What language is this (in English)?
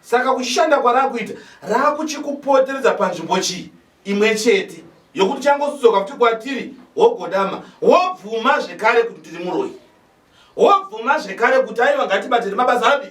Shona